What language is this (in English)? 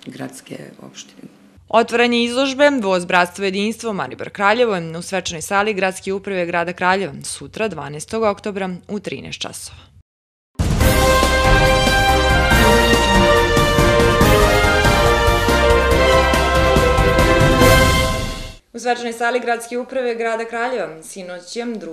Serbian